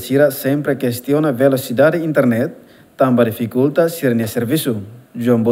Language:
Tetum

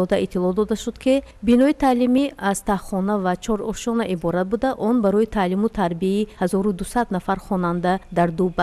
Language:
Tajik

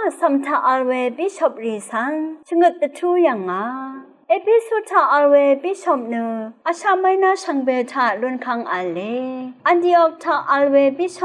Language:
Rawang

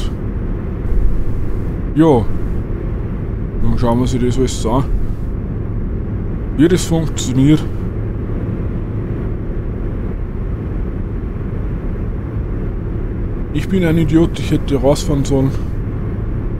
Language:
German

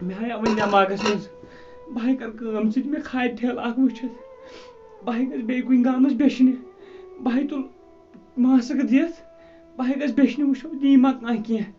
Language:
Kashmiri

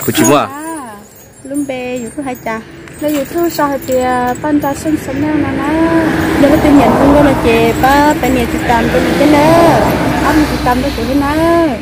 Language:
Hmong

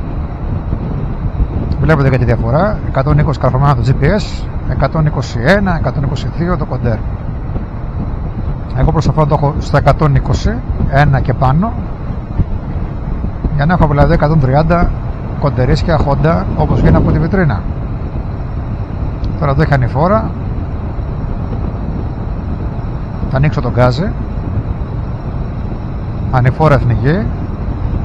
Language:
Greek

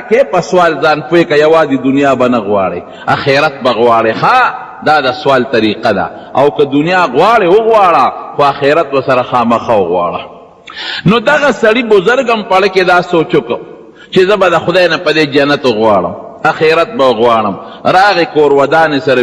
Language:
Pashto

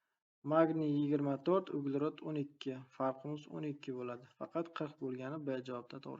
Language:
Uzbek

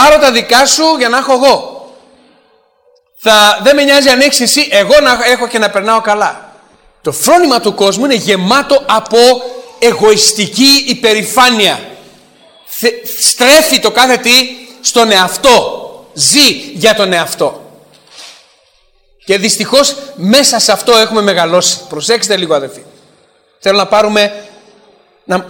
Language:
Greek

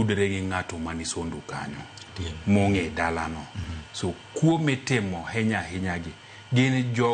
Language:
Luo (Kenya and Tanzania)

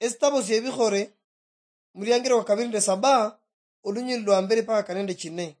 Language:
Luyia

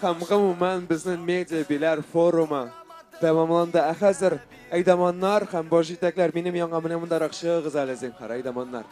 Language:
Tatar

